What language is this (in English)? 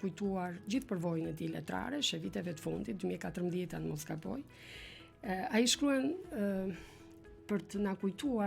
Albanian